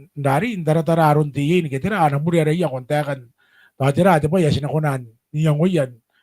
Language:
Gilbertese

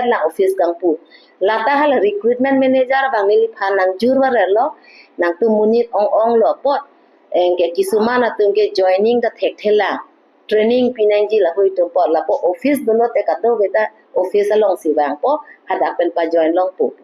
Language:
Karbi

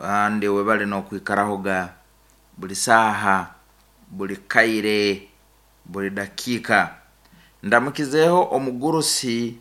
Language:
Nyankole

